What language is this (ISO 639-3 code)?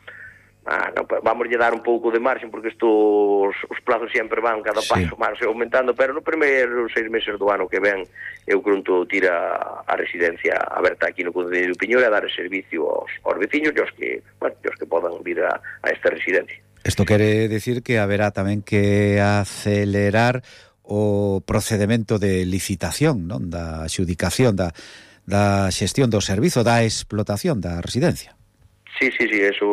glg